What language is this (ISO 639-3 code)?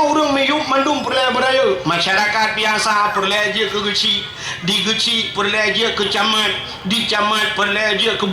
ace